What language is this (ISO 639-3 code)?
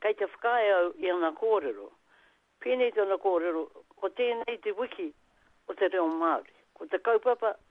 mri